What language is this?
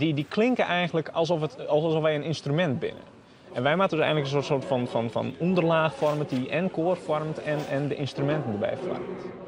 Western Frisian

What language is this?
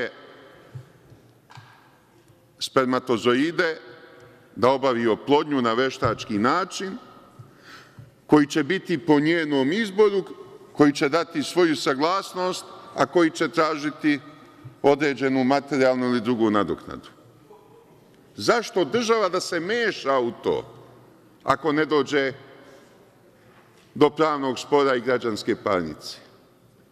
Serbian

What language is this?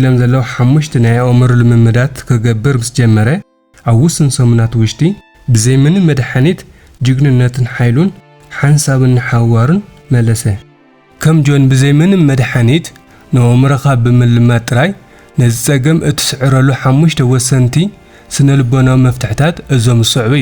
Tigrinya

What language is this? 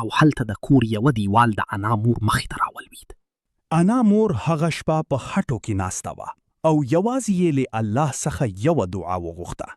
Pashto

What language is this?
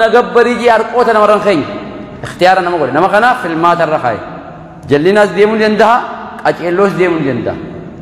Oromo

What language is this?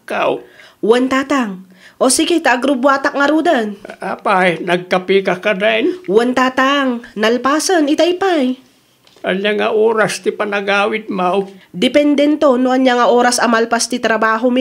Iloko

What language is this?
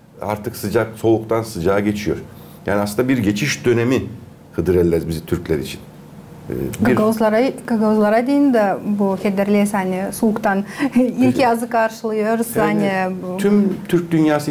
Gagauz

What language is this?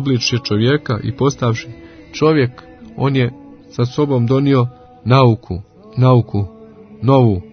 Croatian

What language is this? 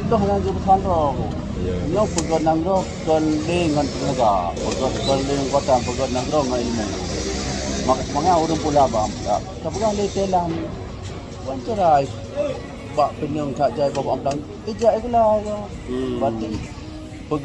Achinese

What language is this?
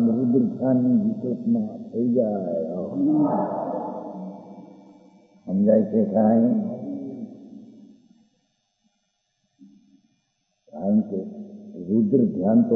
Gujarati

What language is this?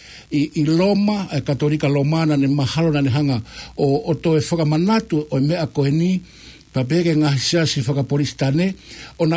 Tongan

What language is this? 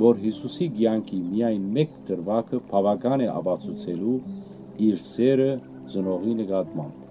Western Armenian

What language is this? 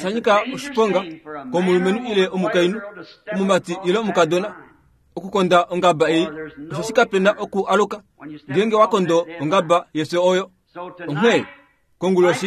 Kuanyama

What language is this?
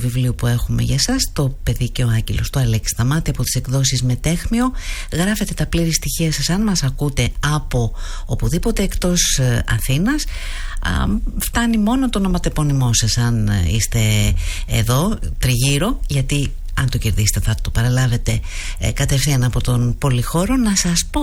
Greek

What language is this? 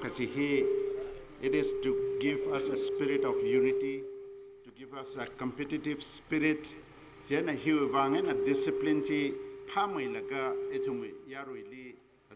Tangkhul Naga (India)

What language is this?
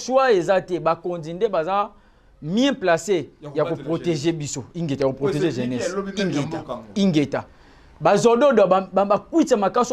Lingala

